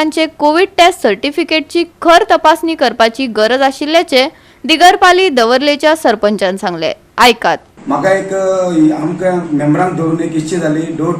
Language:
Konkani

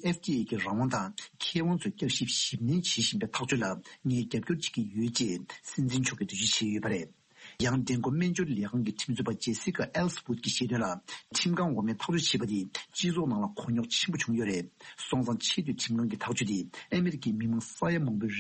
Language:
Tibetan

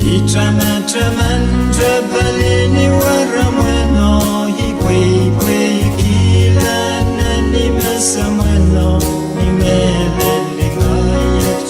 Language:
Pohnpeian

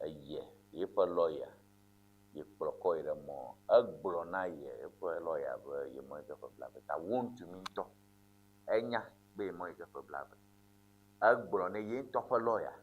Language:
Ewe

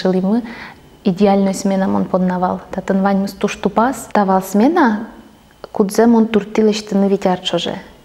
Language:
Udmurt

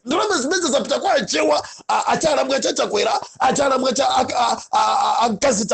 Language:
Nyanja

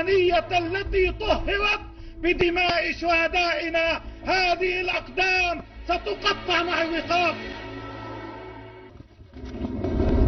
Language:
Arabic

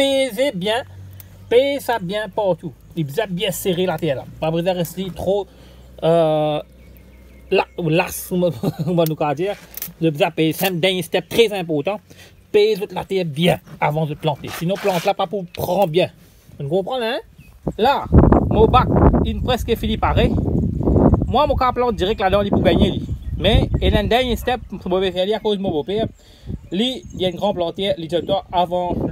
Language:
Morisyen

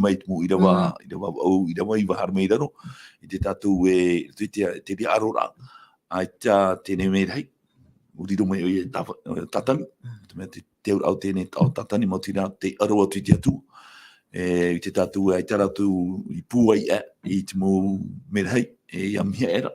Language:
Tahitian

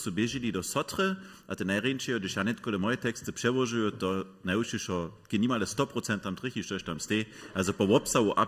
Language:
Upper Sorbian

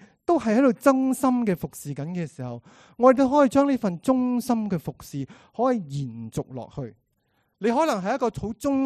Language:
Cantonese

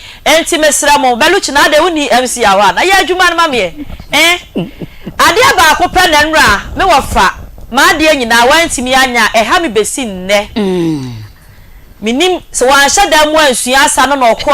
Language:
Akan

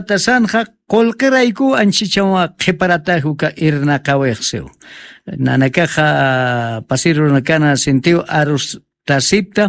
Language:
Aymara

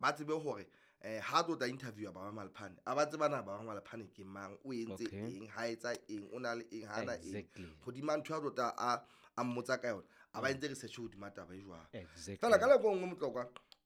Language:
Southern Sotho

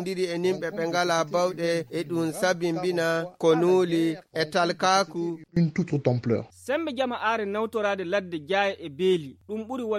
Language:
Fula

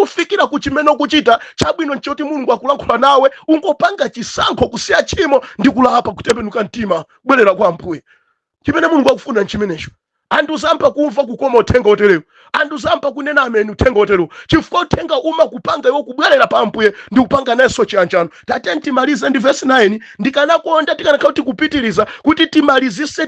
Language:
Nyanja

